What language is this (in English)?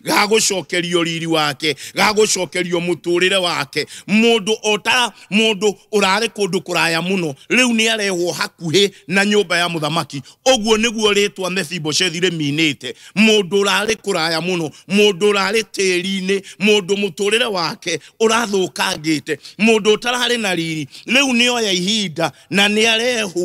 Kikuyu